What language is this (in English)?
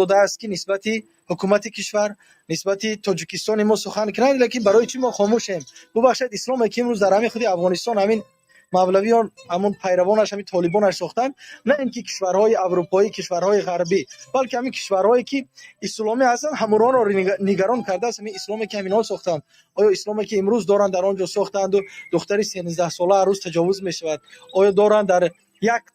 Tajik